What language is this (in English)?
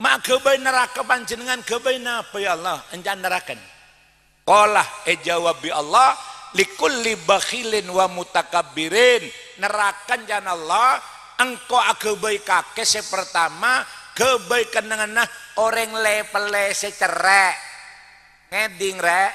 Madurese